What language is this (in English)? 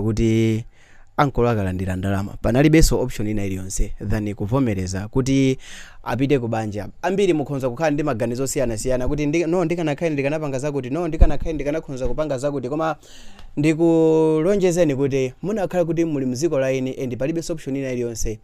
Nyanja